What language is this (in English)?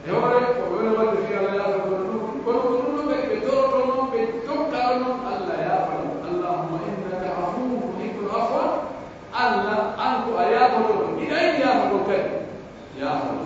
Pular